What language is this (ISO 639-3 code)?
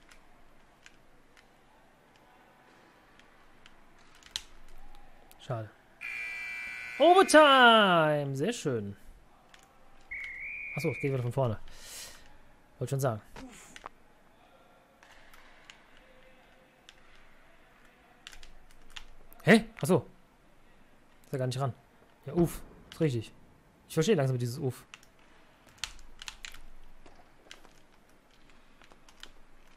deu